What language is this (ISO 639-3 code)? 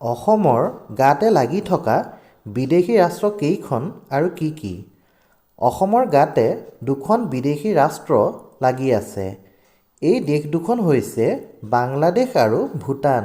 asm